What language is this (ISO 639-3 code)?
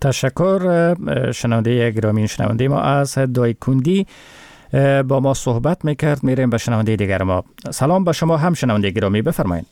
fas